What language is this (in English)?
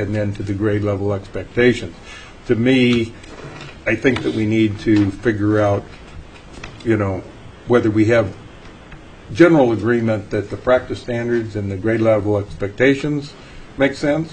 English